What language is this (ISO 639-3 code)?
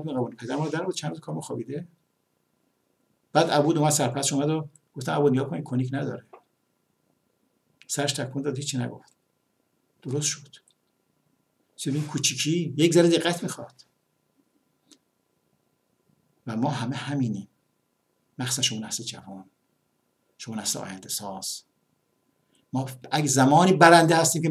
fas